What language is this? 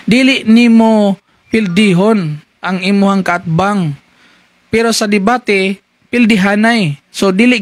Cebuano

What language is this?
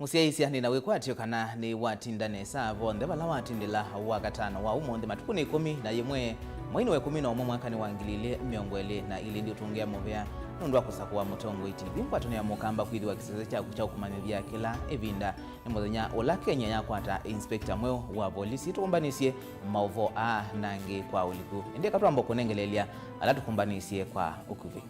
Kamba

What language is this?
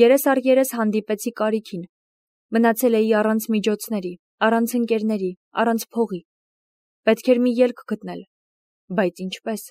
Armenian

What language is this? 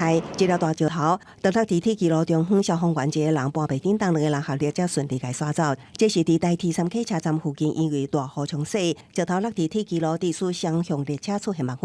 Min Nan Chinese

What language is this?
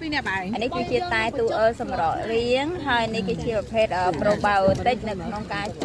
Khmer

